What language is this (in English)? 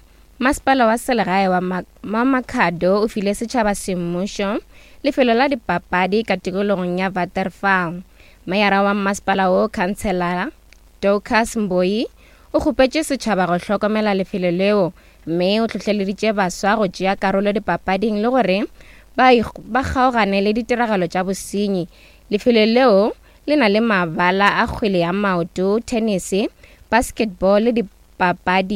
Northern Sotho